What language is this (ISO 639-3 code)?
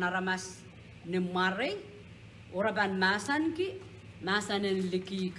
pon